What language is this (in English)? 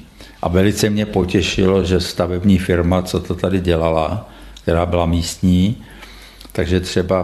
Czech